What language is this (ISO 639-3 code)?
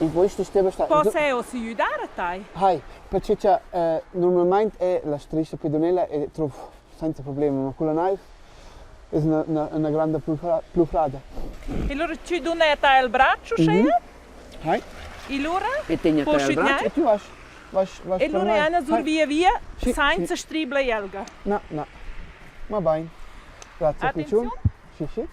roh